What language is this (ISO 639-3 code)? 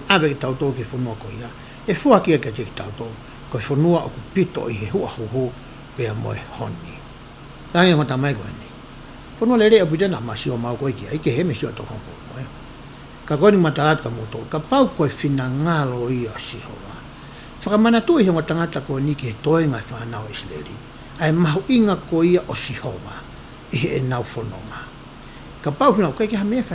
ton